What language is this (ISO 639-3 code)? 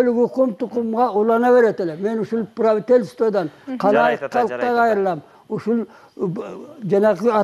kir